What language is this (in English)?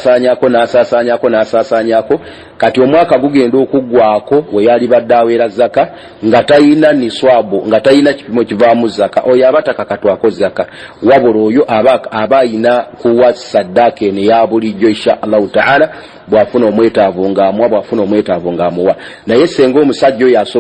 Ganda